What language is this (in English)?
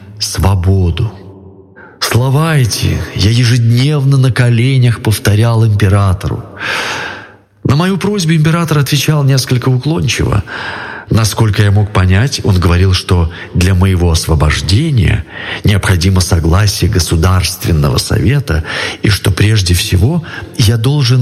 Russian